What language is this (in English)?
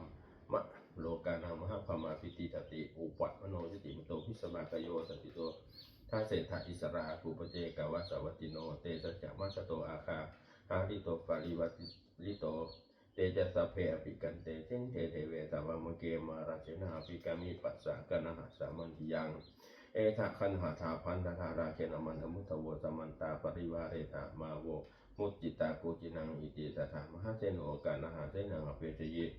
Pali